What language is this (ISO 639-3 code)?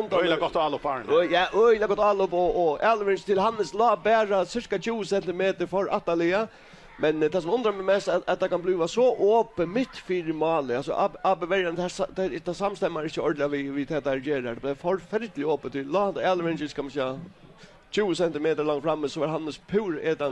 fao